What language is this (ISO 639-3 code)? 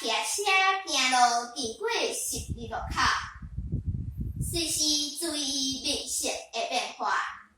nan